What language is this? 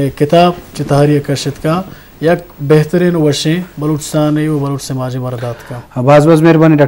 Eastern Balochi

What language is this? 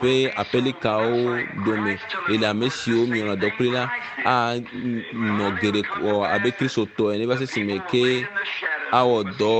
Ewe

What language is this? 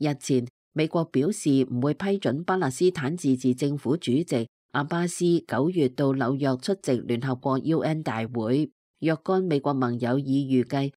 Cantonese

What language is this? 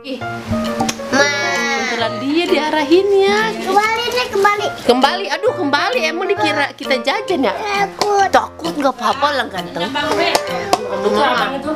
Betawi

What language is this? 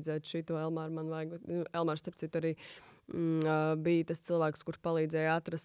Latvian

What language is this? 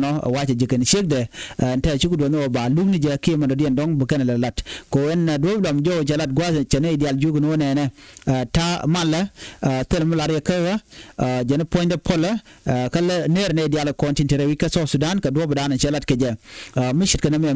Nuer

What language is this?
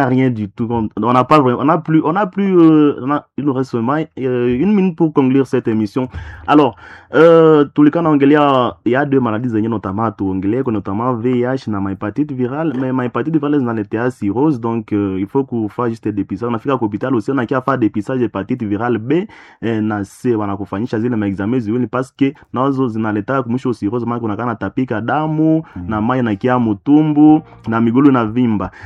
Swahili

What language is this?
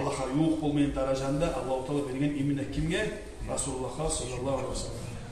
Kumyk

